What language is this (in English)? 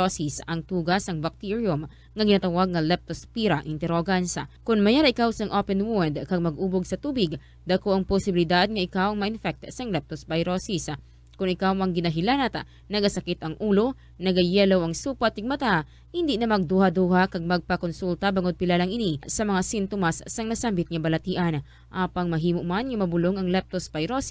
Hiligaynon